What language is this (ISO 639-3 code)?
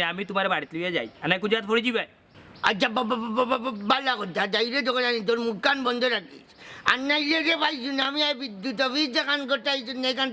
syl